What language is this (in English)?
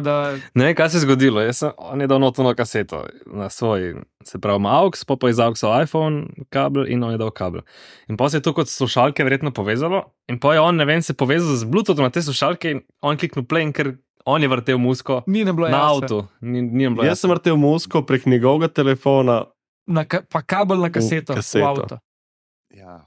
Slovenian